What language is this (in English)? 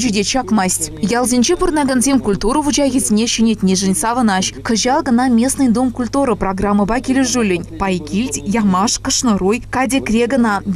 Chuvash